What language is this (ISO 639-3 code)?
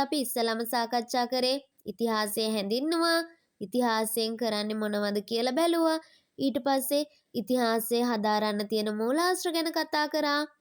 sin